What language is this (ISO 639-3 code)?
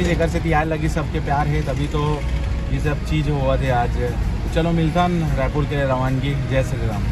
hne